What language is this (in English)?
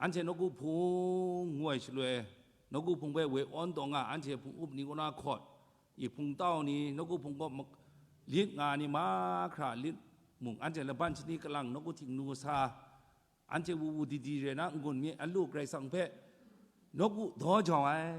Kachin